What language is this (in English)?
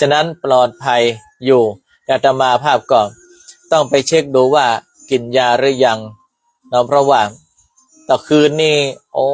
Northern Thai